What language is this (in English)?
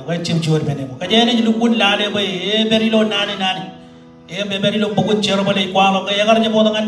Marshallese